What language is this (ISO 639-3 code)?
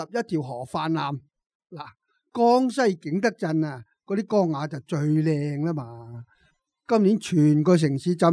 yue